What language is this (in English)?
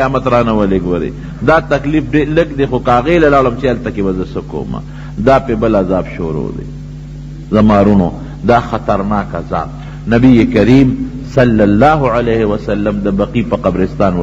Pashto